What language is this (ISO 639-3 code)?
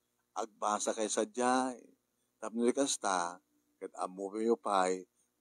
ilo